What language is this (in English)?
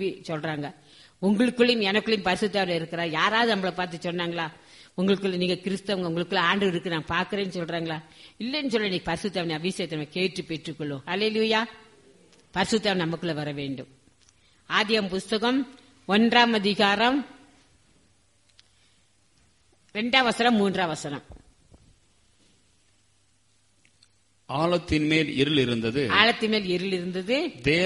Tamil